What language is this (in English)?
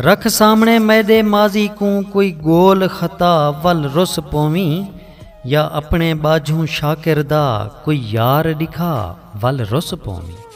Saraiki